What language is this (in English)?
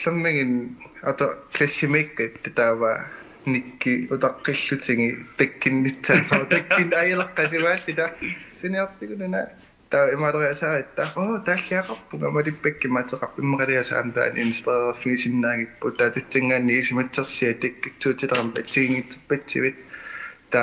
Kalaallisut